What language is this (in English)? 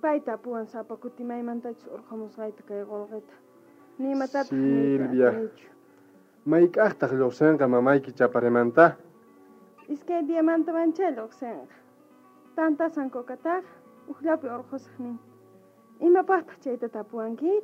South Bolivian Quechua